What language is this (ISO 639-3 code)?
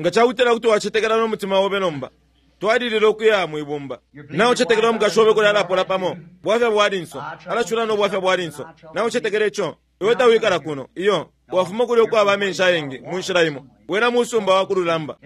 bem